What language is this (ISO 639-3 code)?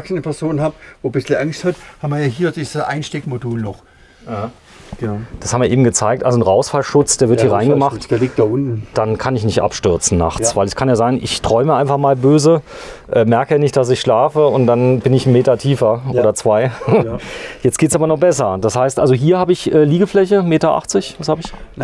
deu